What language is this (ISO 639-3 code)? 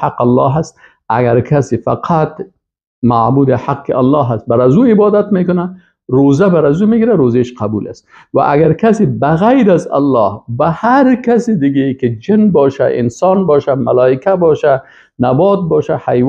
fas